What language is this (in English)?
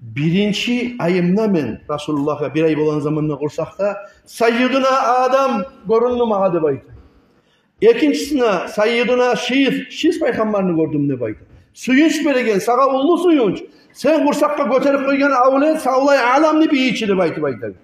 Kumyk